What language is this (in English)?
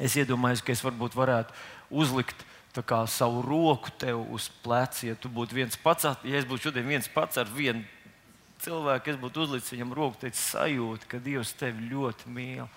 Latvian